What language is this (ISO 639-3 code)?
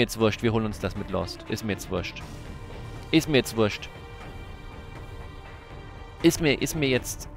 deu